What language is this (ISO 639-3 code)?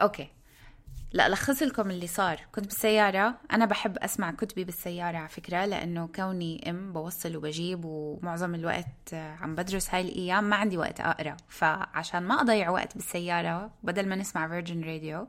apc